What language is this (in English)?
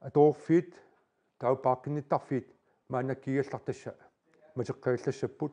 Kalaallisut